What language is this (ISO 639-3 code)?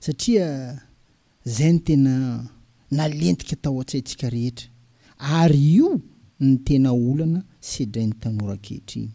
mlg